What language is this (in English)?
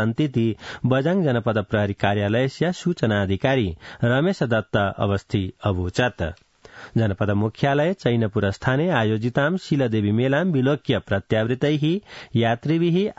Sanskrit